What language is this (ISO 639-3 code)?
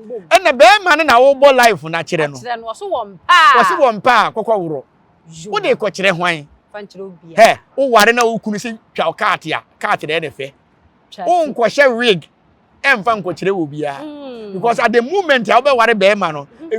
aka